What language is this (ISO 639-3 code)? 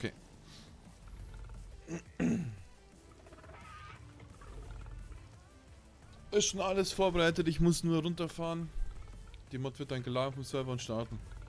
deu